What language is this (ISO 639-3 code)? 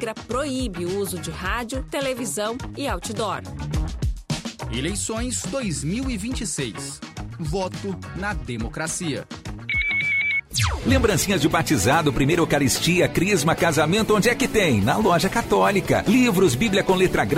por